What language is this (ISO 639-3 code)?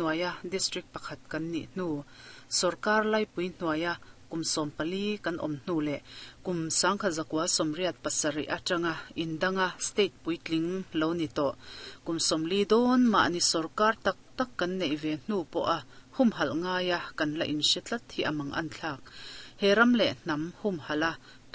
lus